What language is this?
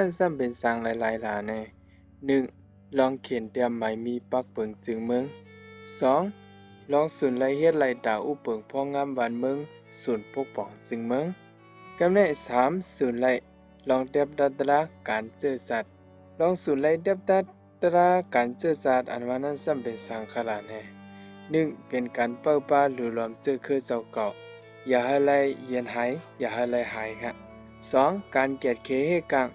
Shan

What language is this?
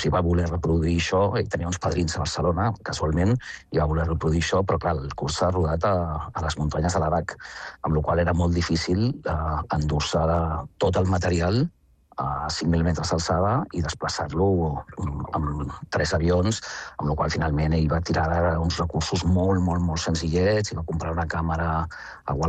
Catalan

